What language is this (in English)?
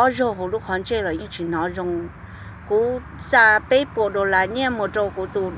Hmong